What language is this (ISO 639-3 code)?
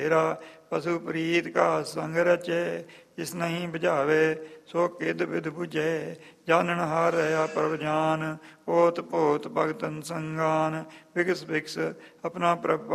pan